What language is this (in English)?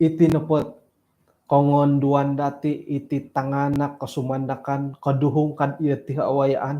Central Dusun